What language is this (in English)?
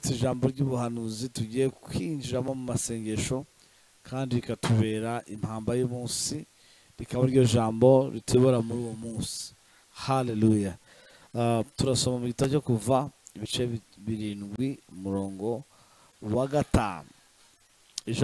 Kinyarwanda